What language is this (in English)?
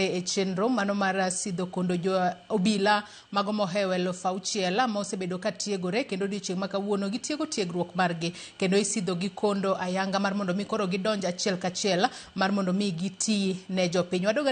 Luo (Kenya and Tanzania)